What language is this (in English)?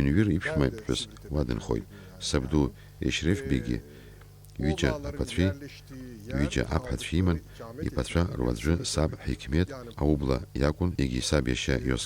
Abkhazian